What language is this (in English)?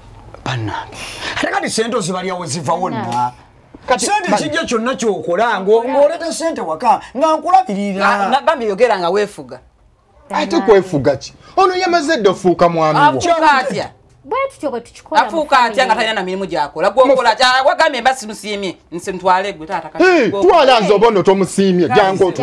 Ganda